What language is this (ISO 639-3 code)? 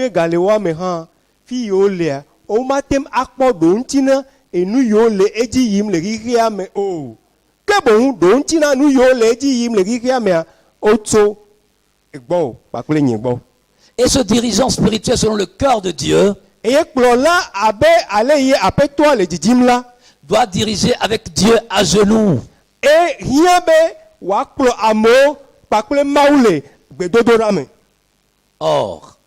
ewe